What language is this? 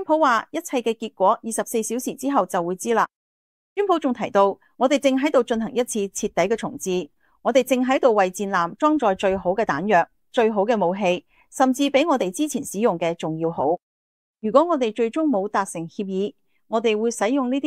Cantonese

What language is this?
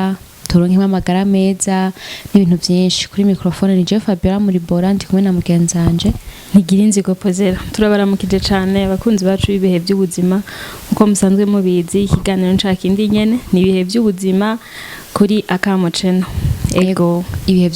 Rundi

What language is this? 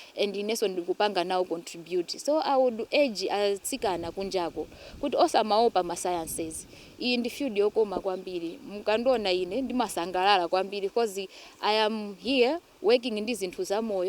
Nyanja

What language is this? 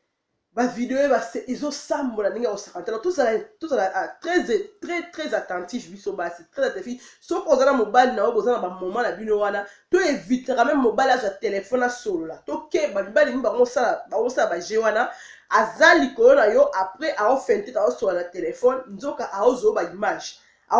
Lingala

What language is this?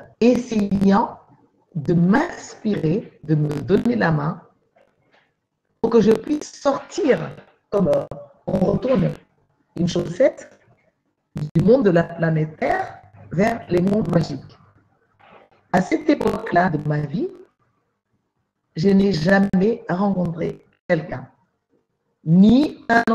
French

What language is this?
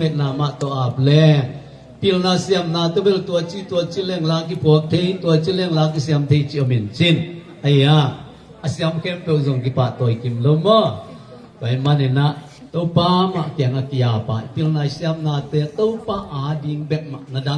Tedim Chin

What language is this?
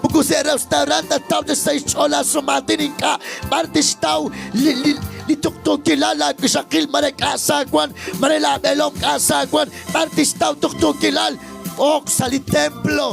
Kekchí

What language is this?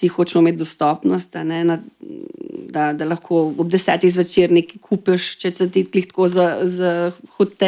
Slovenian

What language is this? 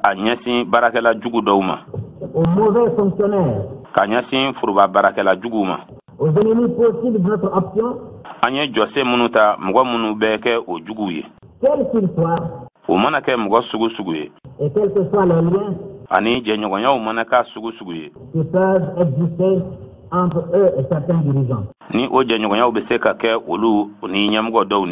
Bambara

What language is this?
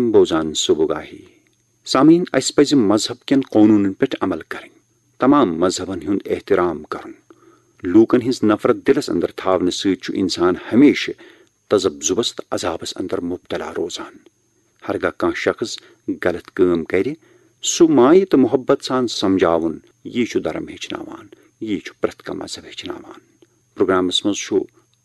Kashmiri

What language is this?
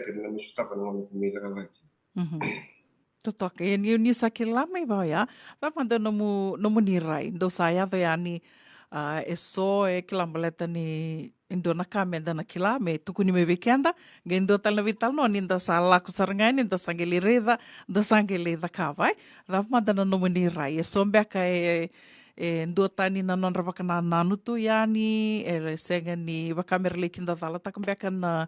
Fijian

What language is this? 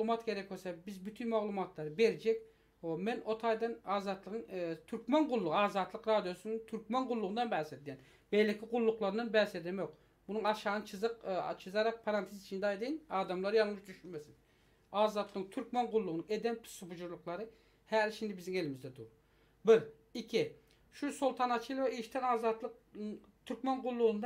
Turkmen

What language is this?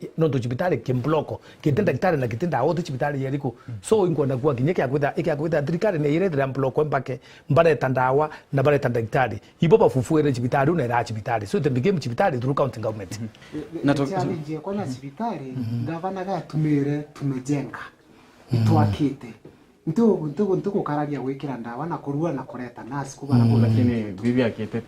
Meru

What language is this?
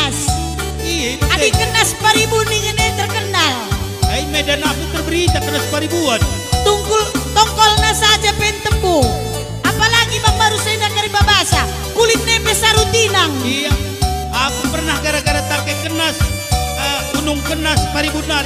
Batak Karo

